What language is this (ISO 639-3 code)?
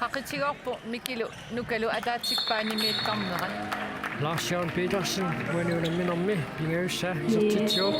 kal